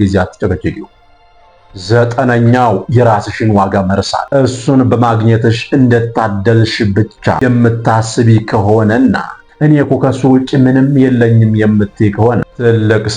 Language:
Amharic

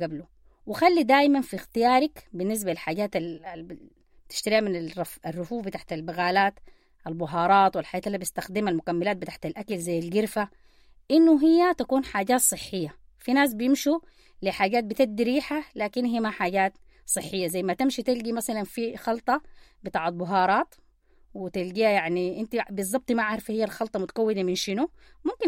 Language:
Sudanese Arabic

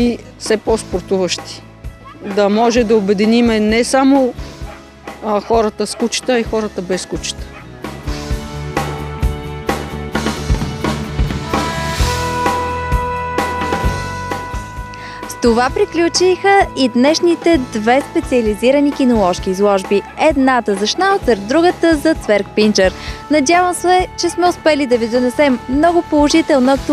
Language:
Bulgarian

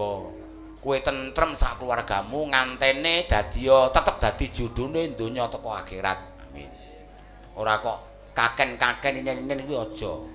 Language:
Javanese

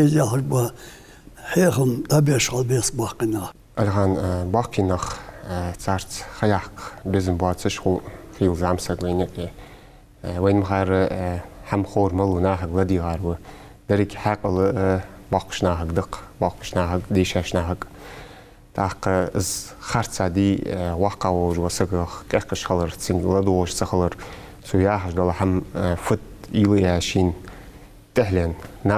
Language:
Ingush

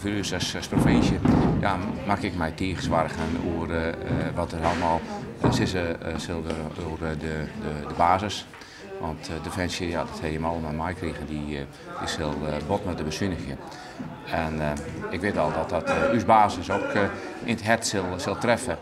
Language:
Western Frisian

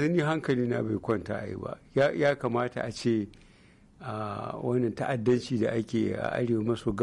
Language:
Hausa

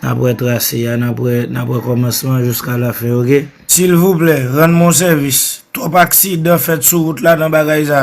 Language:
Haitian Creole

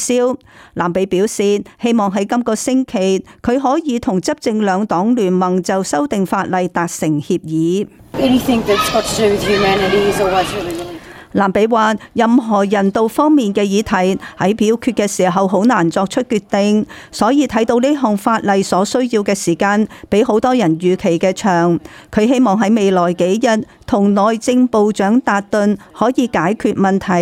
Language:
Cantonese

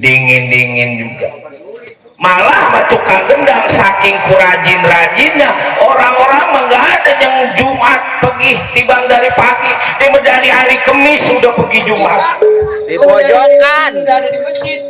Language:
Betawi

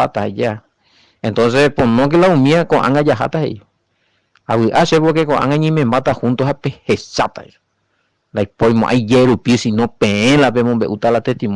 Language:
Guarani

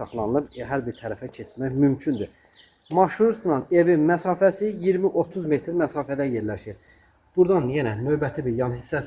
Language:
Azerbaijani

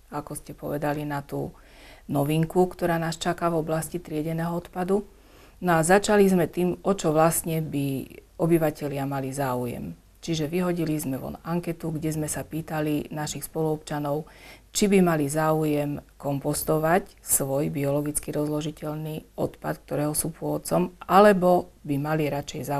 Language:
Slovak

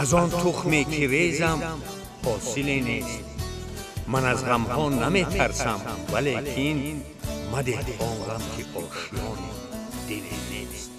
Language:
Tajik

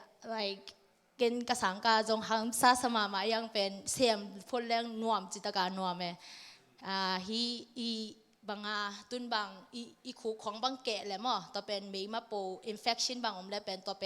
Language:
Tedim Chin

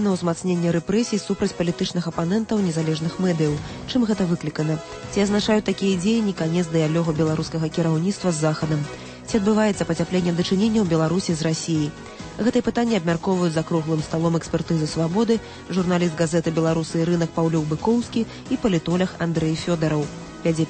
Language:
Belarusian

